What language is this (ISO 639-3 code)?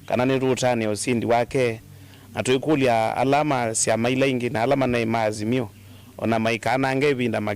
kam